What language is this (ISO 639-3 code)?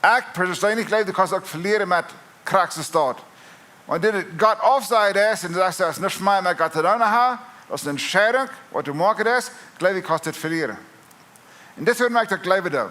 pdt